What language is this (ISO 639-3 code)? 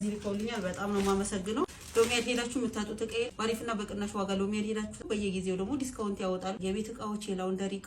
amh